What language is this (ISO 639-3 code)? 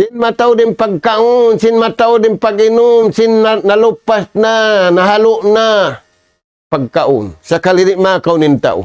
tsg